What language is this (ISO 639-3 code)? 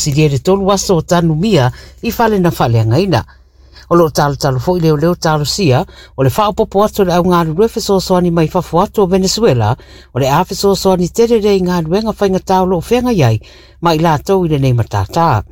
smo